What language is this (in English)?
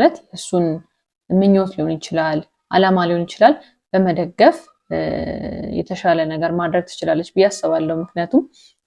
Amharic